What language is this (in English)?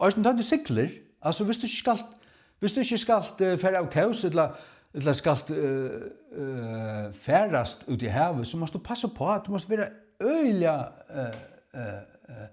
Faroese